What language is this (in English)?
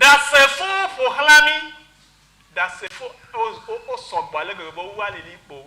Ewe